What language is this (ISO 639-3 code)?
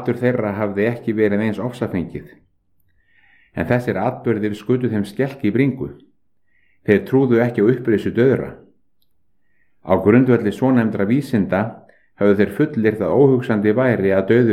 isl